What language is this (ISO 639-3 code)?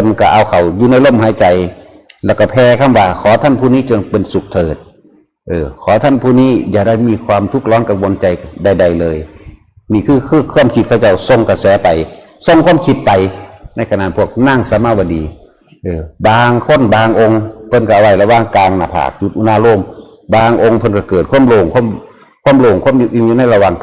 tts